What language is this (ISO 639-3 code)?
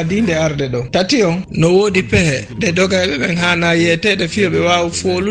ful